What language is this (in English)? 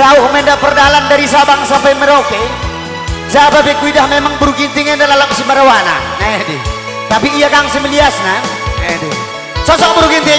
Batak Karo